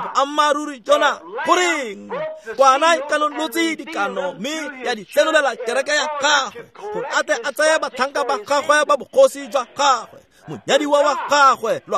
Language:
Tswana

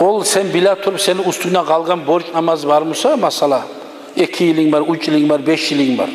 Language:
Kumyk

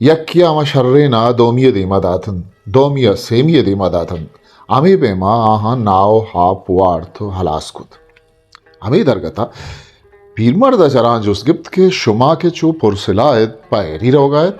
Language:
Baluchi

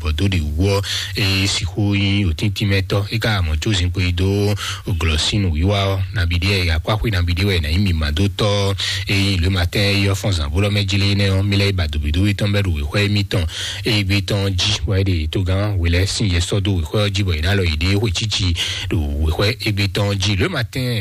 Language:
Fon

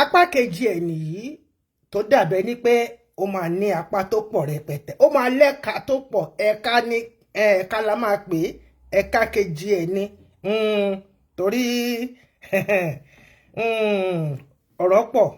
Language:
Yoruba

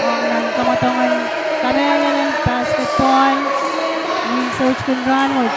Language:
Pohnpeian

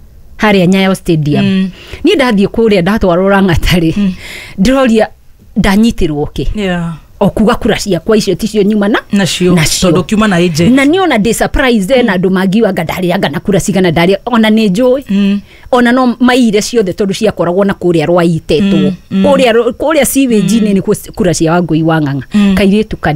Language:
Kikuyu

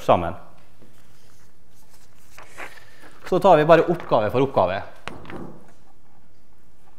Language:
Norwegian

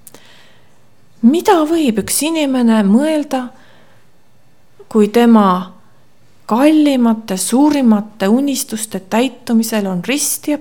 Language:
Estonian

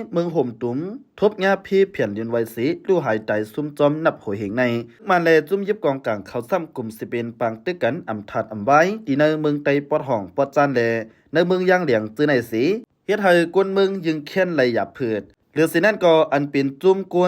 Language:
Shan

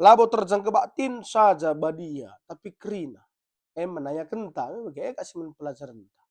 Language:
Batak Karo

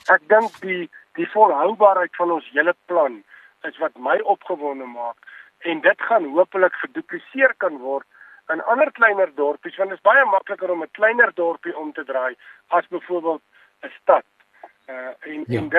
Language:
Afrikaans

